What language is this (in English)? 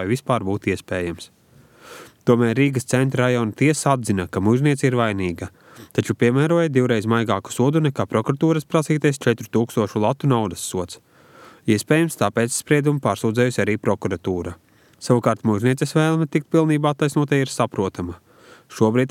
Latvian